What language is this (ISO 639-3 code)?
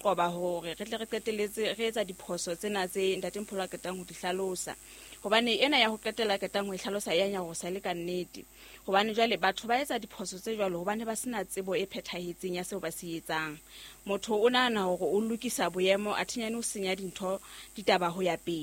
sot